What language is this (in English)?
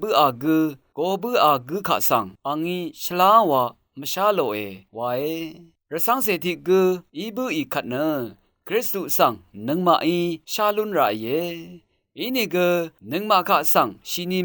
Rawang